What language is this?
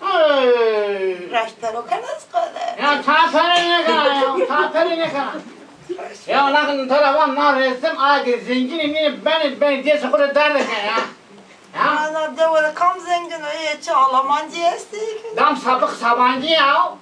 Zaza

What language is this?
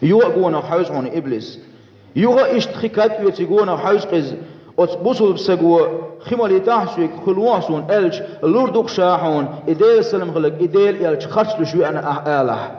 Chechen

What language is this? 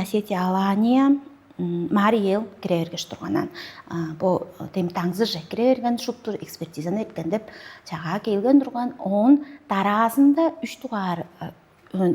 Tuvinian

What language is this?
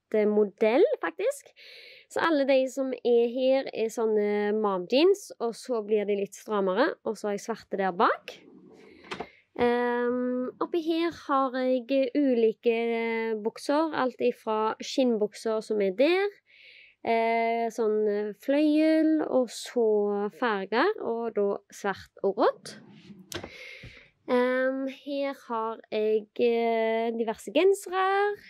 Norwegian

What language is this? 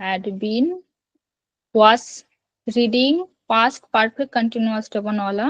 Santali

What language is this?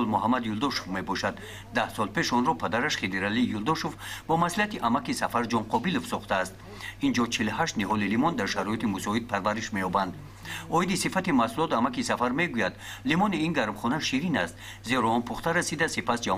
Tajik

